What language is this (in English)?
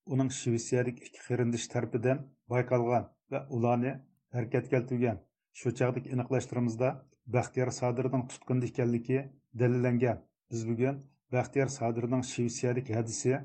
Uyghur